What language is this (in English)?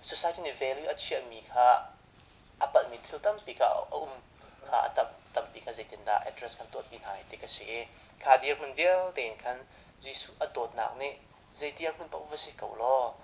Hakha Chin